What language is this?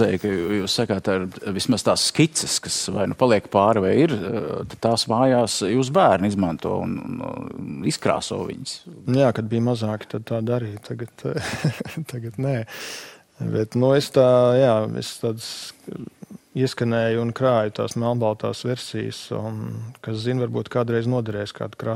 Latvian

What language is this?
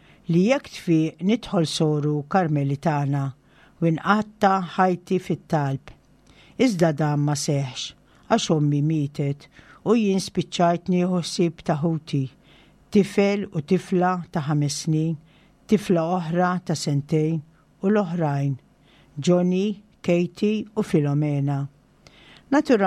Maltese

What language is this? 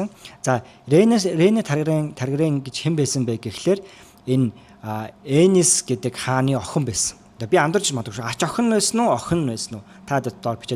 Mongolian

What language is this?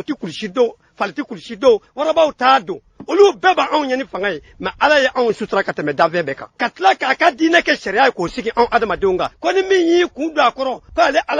Bambara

